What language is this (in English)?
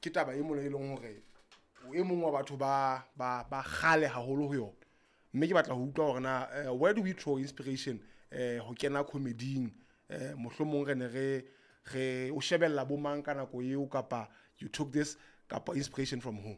Southern Sotho